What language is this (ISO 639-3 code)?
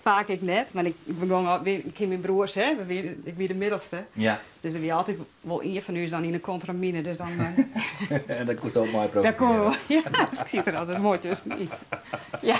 fry